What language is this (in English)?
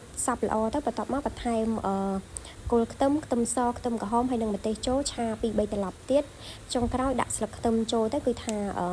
Khmer